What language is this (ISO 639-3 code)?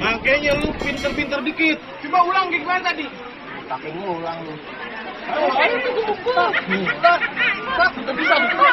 bew